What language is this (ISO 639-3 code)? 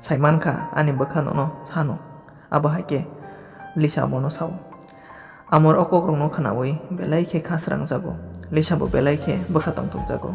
trp